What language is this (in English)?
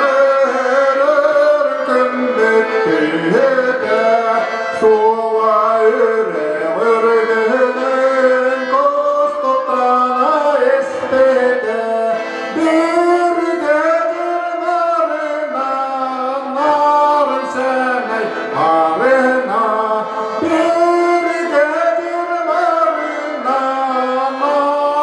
Yakut